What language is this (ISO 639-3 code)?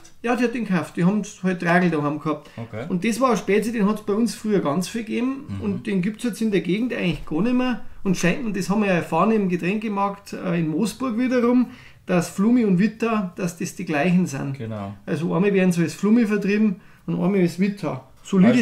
bar